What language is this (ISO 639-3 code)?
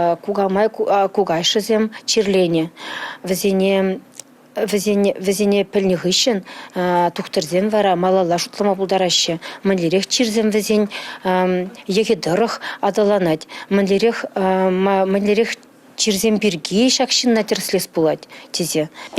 chv